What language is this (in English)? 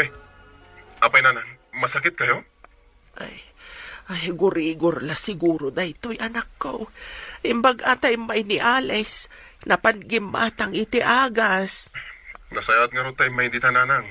Iloko